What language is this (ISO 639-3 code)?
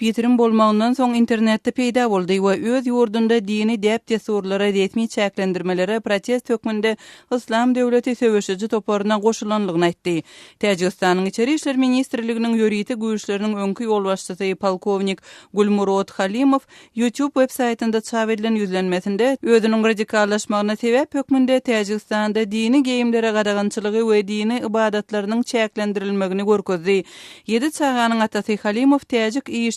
tuk